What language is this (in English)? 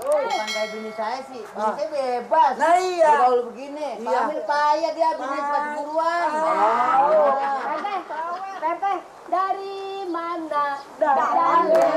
Betawi